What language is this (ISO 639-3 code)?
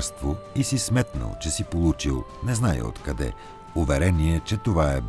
bul